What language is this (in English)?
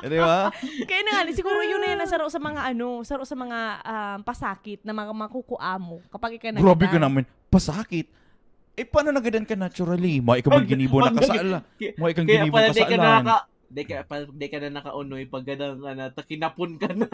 Bikol